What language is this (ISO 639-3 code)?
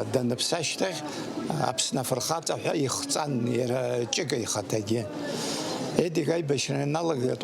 abk